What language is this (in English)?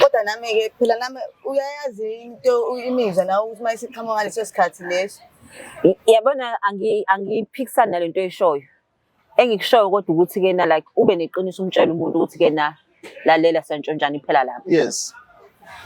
Zulu